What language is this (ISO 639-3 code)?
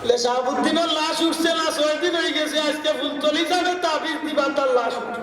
syl